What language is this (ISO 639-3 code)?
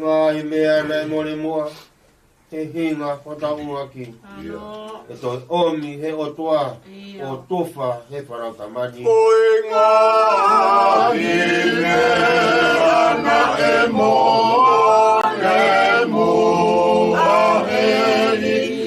ton